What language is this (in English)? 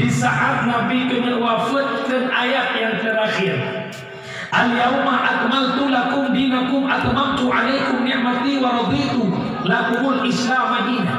Achinese